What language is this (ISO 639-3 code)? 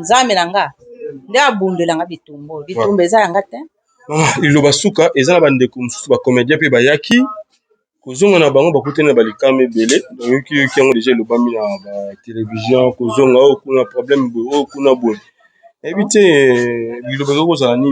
lin